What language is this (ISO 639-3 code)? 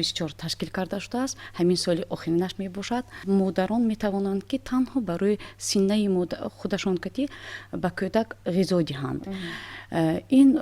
tgk